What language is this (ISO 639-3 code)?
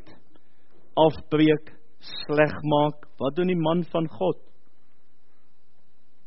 afr